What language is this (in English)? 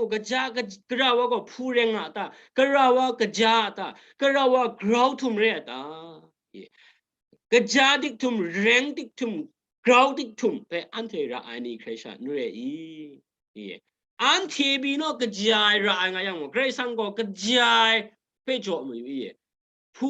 Kachin